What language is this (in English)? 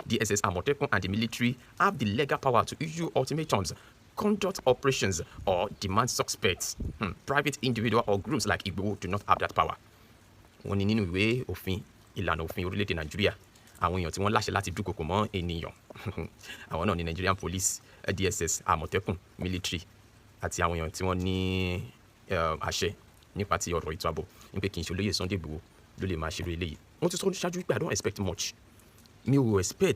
Yoruba